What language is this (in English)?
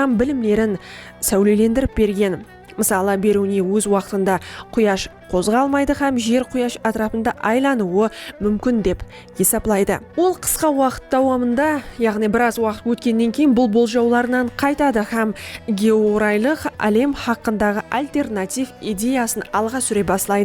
Kara-Kalpak